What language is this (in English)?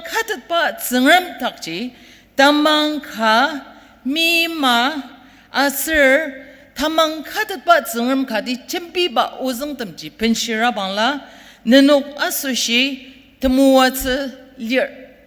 Ao Naga